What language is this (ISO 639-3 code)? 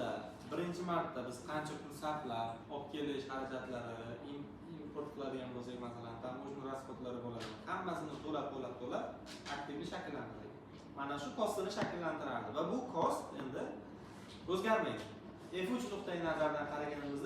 uzb